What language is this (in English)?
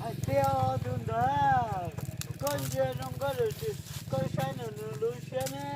Hmong